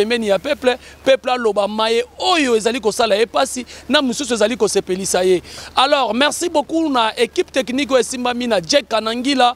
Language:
Lingala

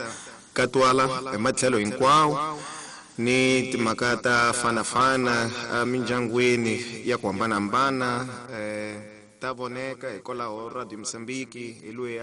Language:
Tsonga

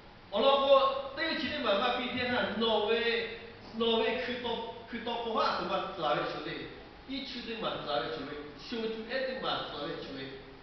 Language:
Lahu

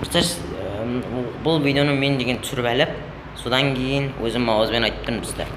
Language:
Kazakh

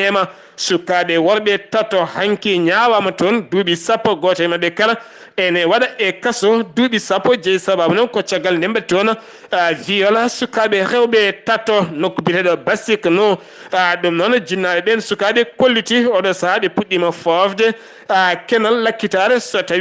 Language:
Fula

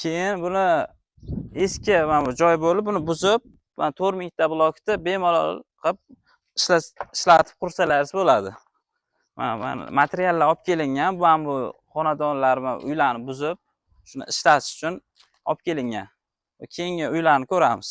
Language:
Uzbek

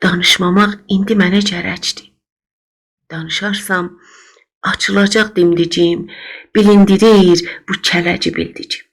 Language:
South Azerbaijani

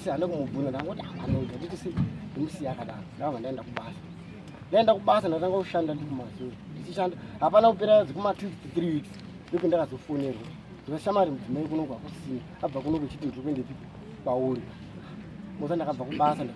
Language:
Shona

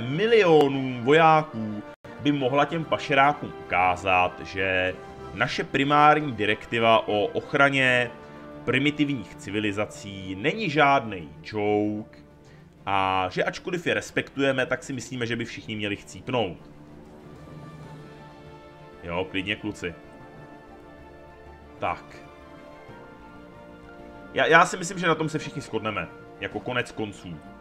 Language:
Czech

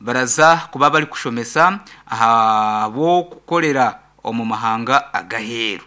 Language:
Nyankole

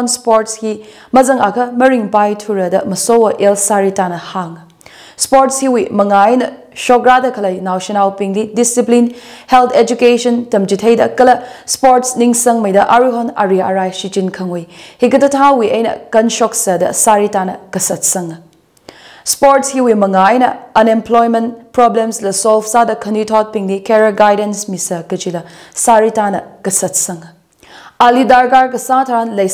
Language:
Tangkhul Naga (India)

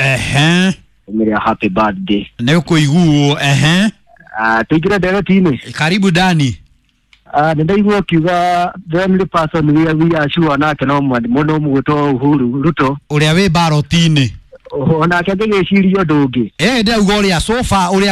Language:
Kikuyu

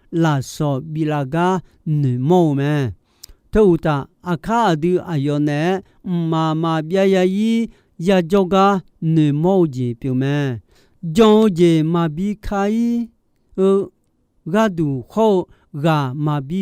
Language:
Akha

